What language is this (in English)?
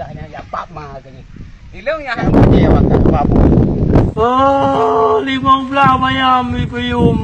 Achinese